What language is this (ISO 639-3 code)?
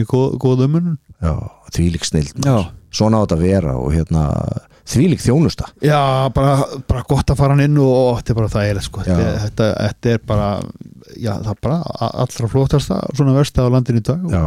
isl